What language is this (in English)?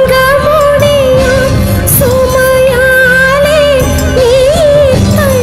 Tamil